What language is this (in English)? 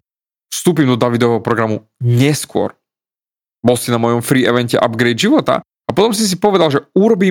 Slovak